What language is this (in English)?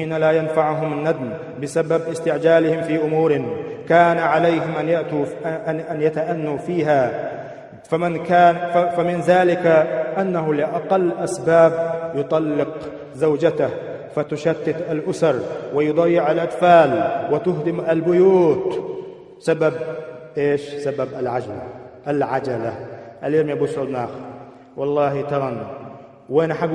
Chechen